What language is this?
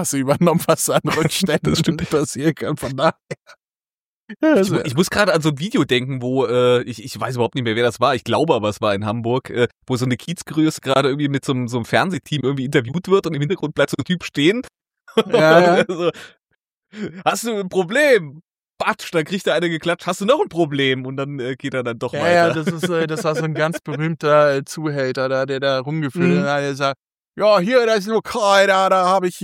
German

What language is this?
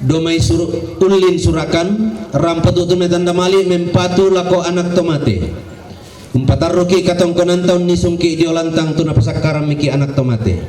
Toraja-Sa'dan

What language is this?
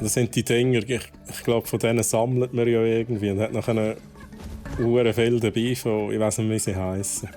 Swiss German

